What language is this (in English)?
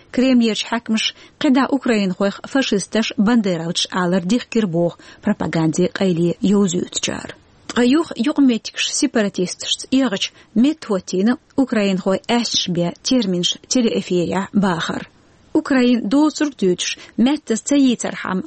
Chechen